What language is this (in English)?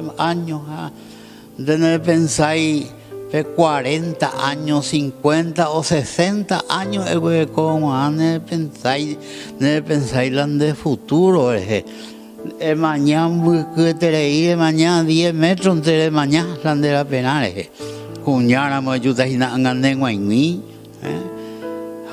Guarani